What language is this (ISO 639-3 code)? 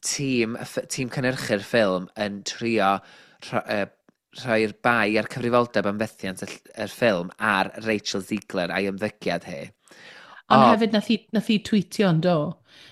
cym